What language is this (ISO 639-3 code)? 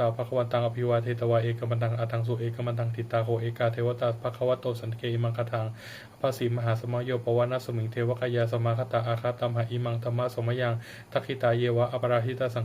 pli